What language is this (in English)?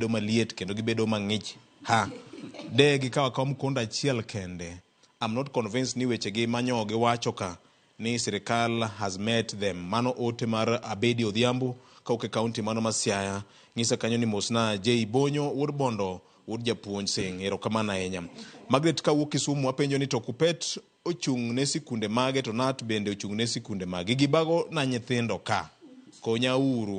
Luo (Kenya and Tanzania)